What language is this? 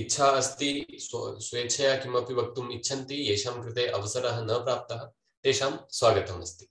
Sanskrit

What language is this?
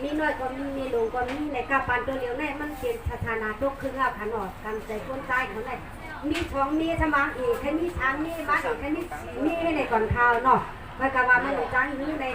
Shan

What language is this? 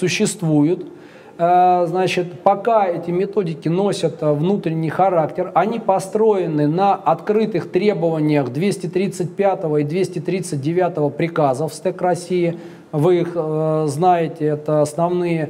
Russian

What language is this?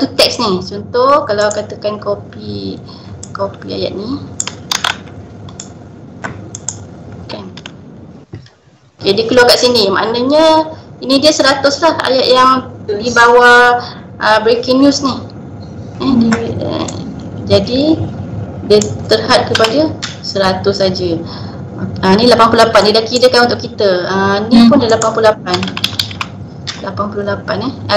Malay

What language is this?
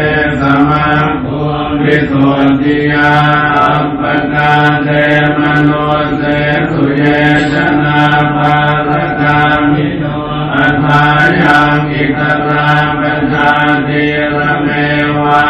Pali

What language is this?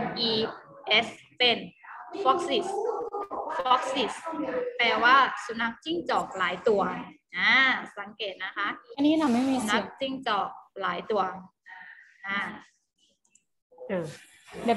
Thai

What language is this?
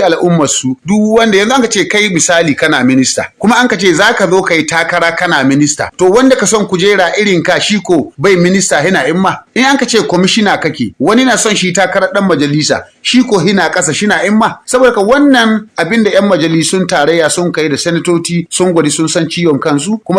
Hausa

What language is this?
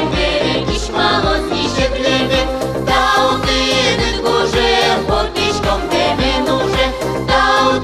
Udmurt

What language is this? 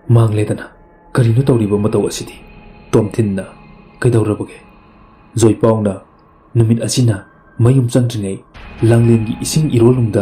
Manipuri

